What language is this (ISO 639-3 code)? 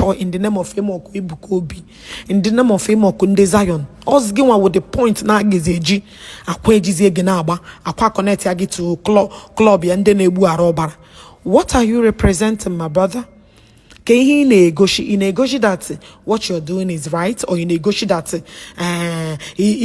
ibo